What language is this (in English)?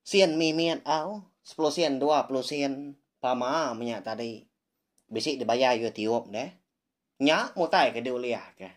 Iban